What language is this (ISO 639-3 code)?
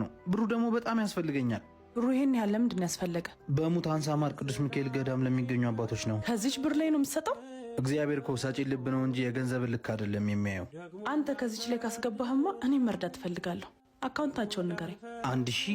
amh